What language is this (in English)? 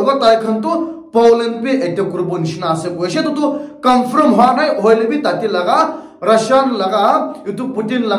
Naga Pidgin